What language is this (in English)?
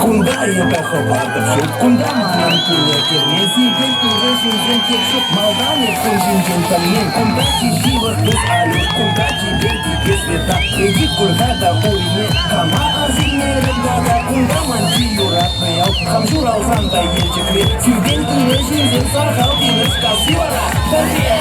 Chuvash